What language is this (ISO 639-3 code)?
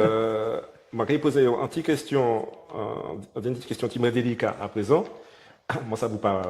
gcf